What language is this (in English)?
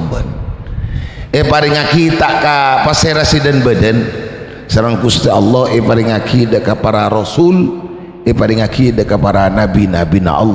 Madurese